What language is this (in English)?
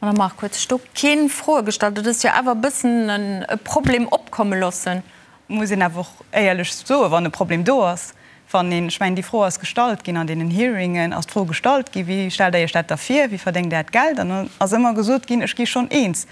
Luxembourgish